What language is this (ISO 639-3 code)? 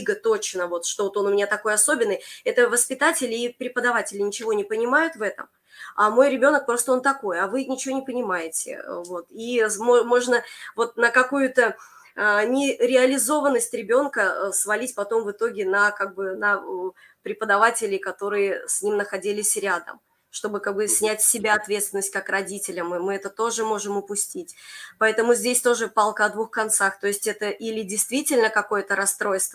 rus